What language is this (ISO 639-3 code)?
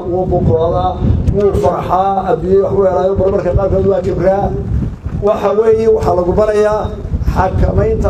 som